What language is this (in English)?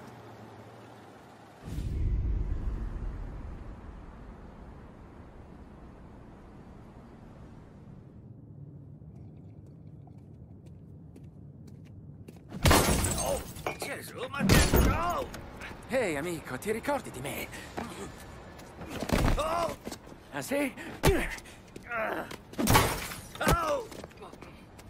Italian